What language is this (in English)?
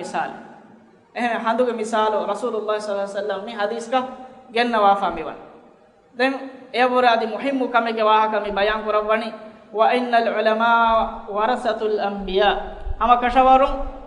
Divehi